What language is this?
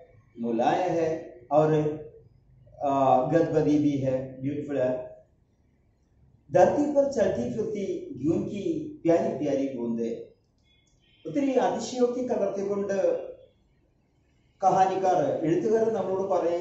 Malayalam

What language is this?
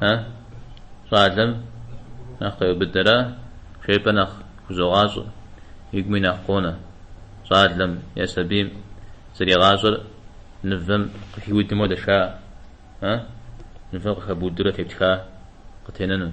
Kabardian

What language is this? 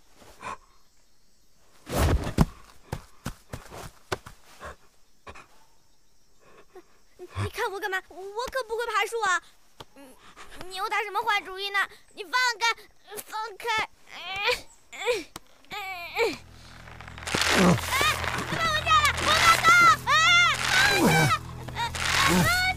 Chinese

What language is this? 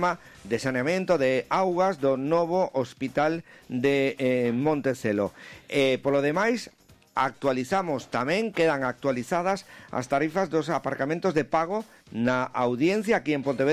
Galician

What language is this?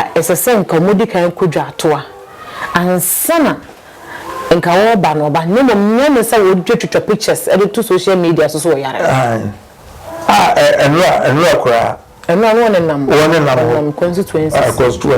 Akan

